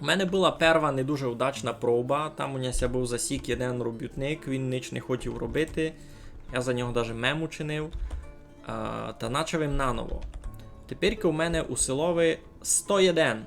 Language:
Rusyn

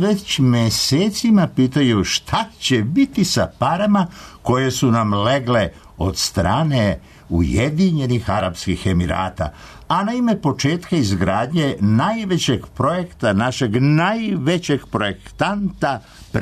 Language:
Serbian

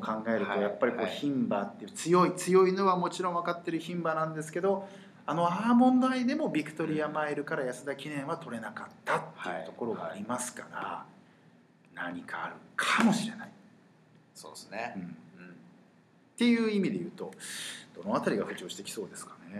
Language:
Japanese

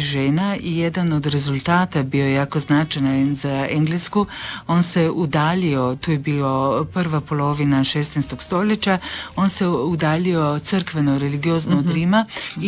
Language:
Croatian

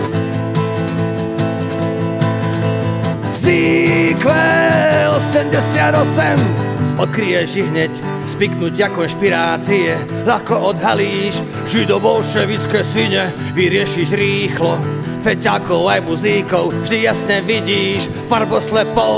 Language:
Slovak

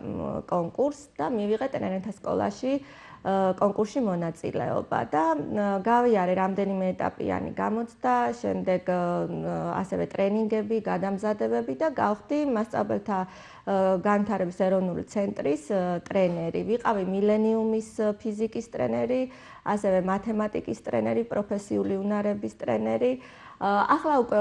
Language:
Georgian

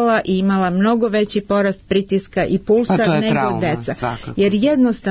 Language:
Serbian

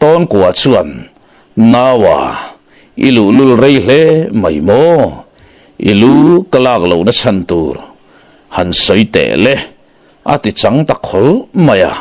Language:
Mizo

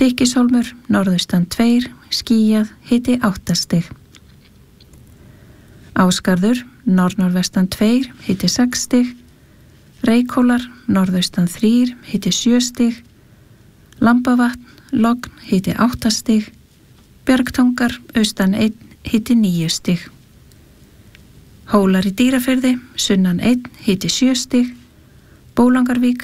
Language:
Icelandic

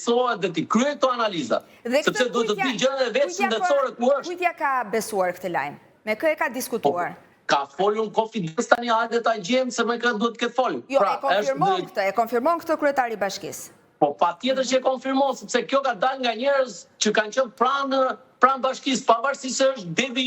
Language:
Albanian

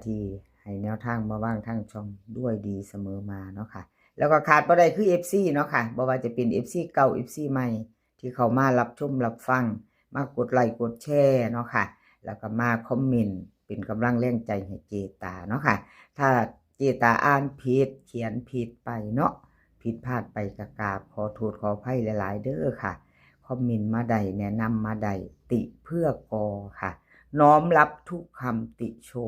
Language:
Northeastern Thai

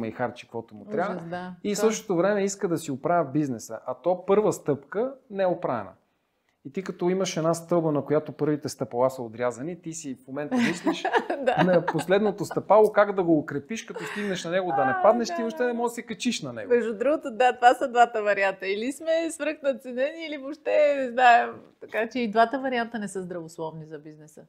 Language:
Bulgarian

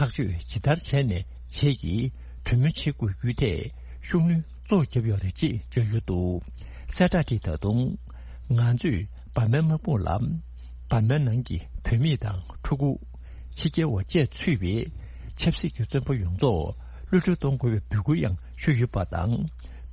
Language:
Tibetan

